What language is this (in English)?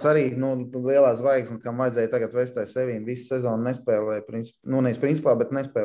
Latvian